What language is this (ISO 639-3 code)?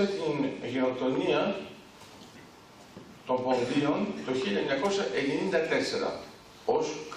ell